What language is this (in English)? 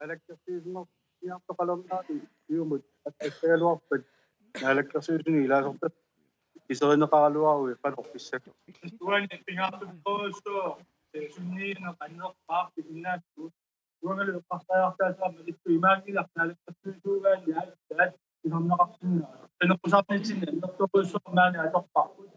Kalaallisut